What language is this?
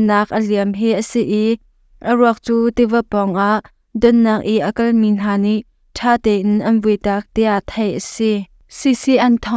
Hakha Chin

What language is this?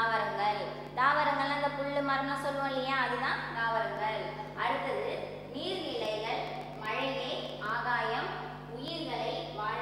Tamil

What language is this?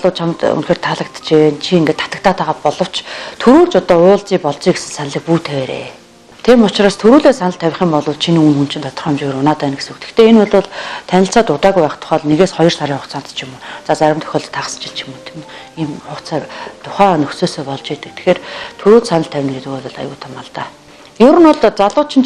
Mongolian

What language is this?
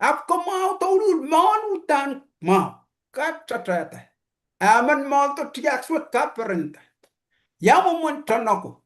Pohnpeian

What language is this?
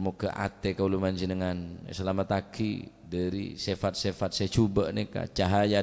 Madurese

